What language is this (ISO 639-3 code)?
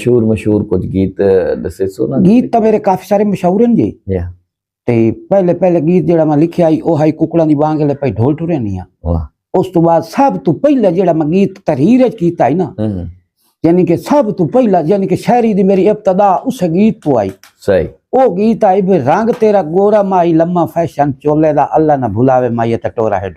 skr